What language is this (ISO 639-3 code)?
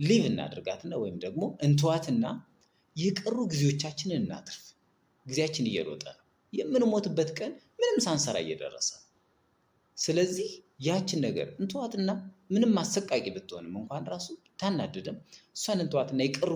amh